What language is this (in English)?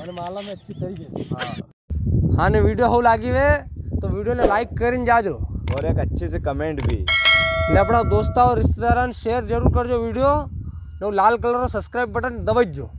Rajasthani